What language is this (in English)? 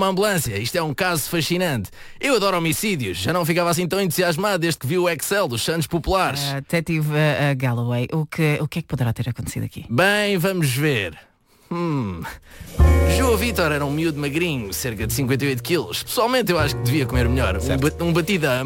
Portuguese